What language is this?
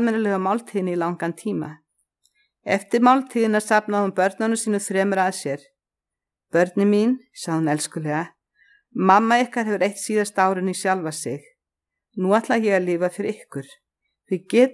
Icelandic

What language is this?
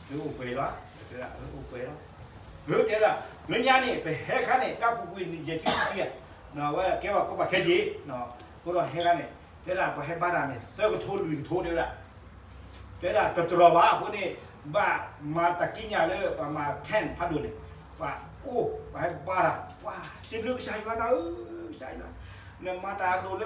S'gaw Karen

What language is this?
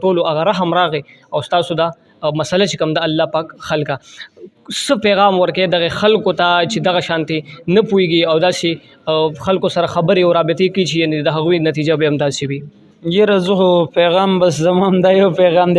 Pashto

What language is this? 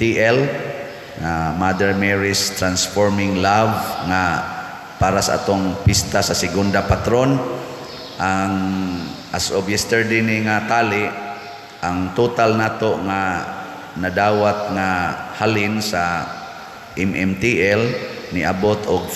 Cebuano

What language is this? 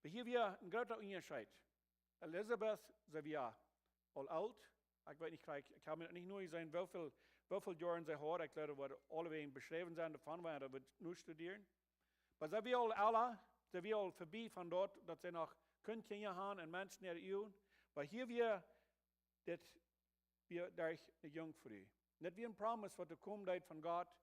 Plautdietsch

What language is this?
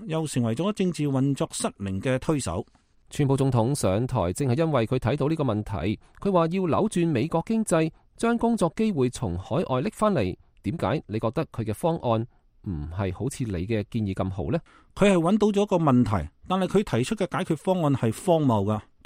Cantonese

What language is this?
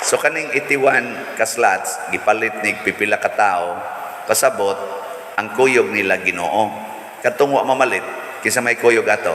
Cebuano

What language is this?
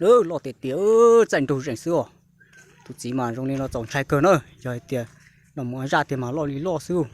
Hmong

